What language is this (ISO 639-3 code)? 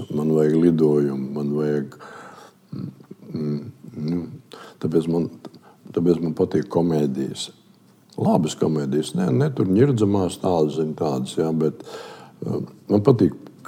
lav